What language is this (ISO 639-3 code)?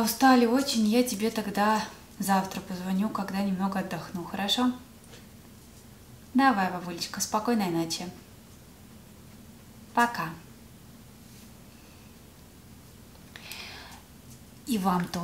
rus